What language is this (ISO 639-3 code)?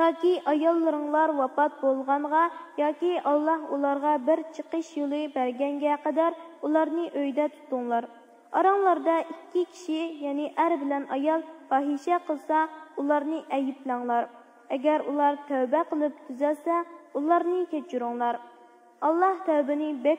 uig